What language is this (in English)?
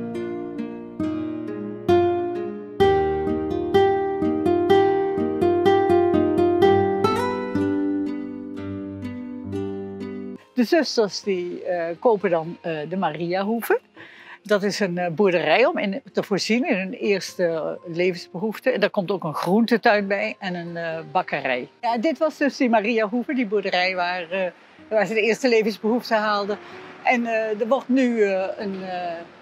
Dutch